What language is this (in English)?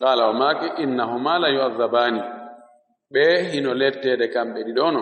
Fula